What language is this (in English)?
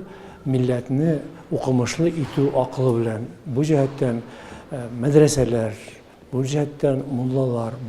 Tatar